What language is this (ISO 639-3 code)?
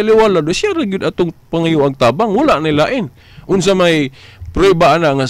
ceb